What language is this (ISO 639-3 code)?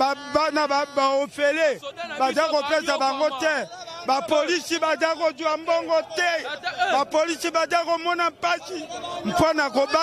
lin